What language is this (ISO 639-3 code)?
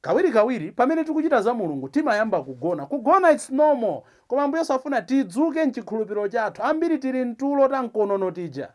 nya